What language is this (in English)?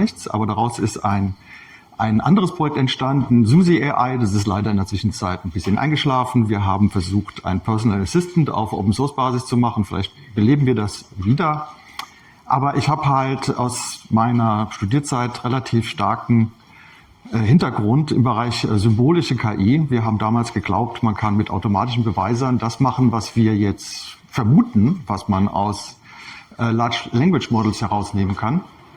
German